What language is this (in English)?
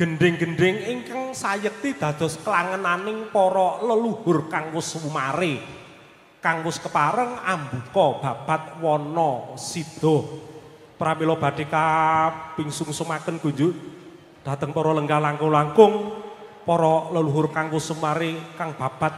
Javanese